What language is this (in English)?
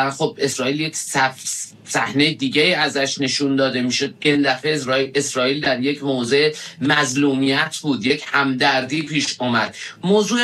Persian